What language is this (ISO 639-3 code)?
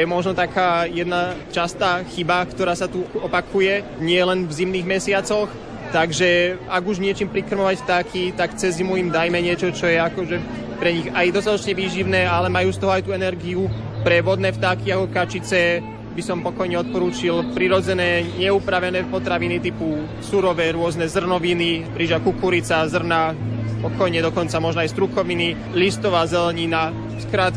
slk